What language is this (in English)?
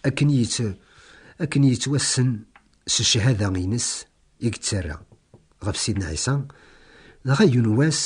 Kabyle